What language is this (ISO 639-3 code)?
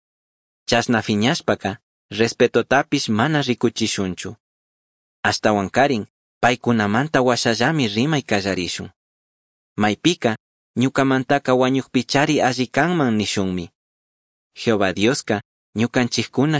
qug